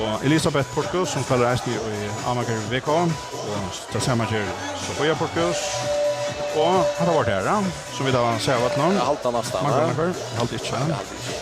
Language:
Faroese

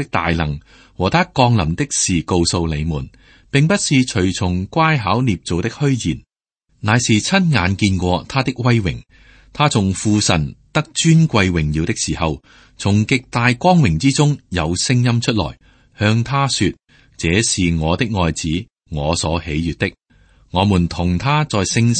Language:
Cantonese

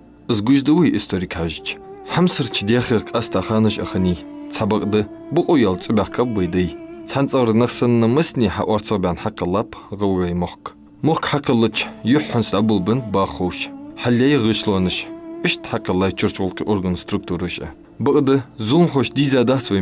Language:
Ingush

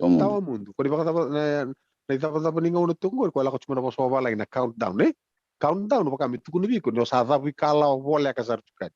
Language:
Fijian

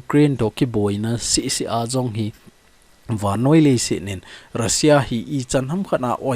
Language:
Thado Chin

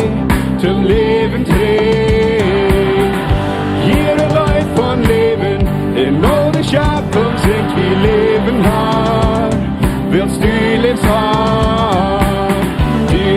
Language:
Plautdietsch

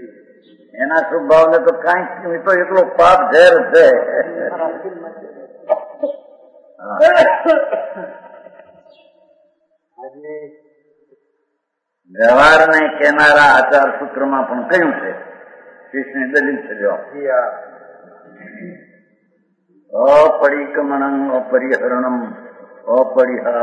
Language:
Gujarati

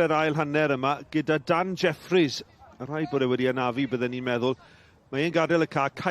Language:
Welsh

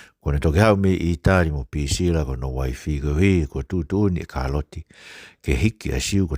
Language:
Tongan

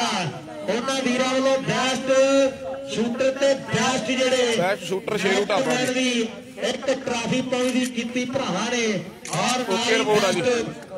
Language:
Punjabi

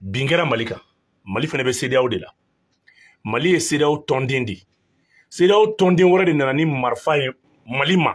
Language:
Bambara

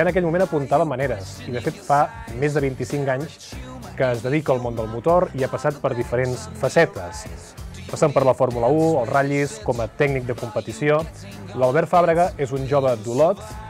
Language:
Catalan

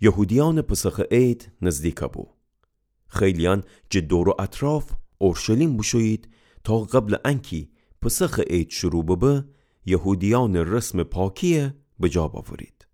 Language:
Gilaki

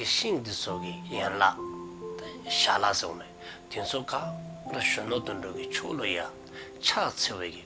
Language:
Dzongkha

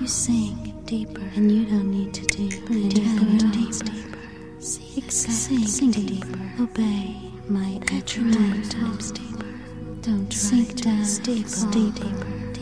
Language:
English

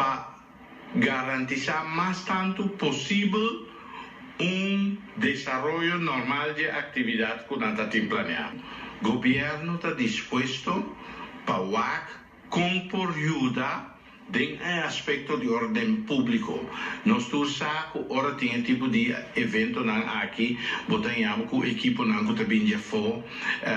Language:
Papiamento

